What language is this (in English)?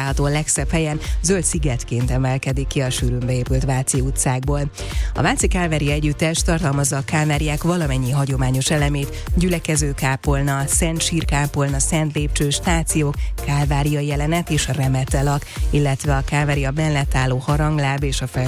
Hungarian